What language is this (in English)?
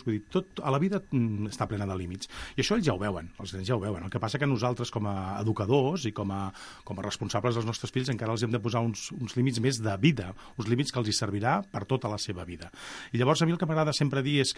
Catalan